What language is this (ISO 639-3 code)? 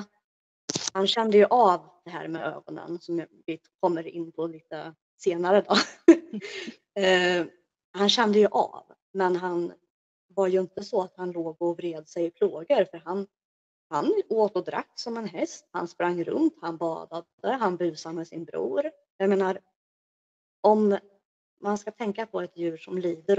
swe